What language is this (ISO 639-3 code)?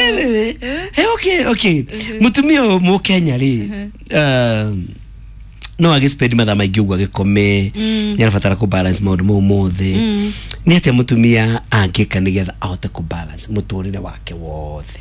kik